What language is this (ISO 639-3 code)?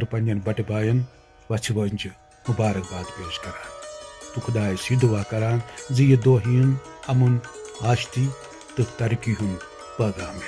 kas